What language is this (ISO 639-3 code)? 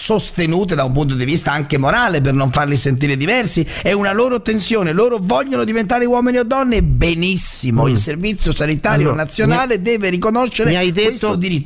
ita